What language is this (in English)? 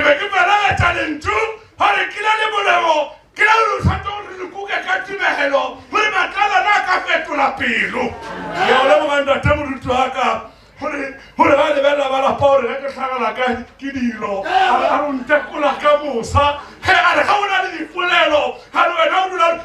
Northern Sotho